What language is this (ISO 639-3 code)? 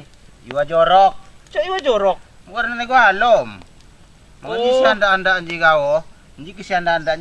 ljp